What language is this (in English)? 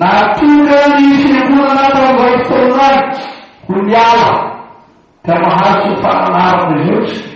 Malagasy